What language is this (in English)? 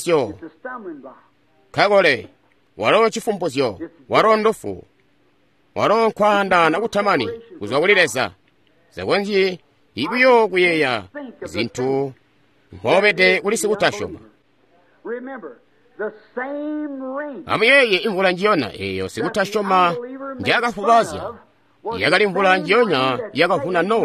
Tonga (Zambia)